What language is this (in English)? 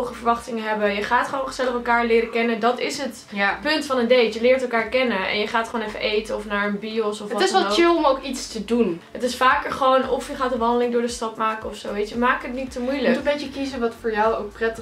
Dutch